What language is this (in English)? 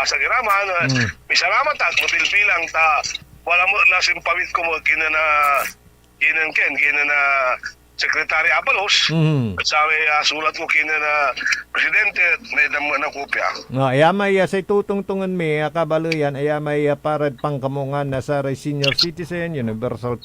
Pangasinan